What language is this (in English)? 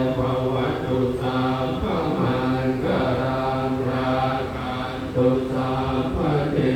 Pali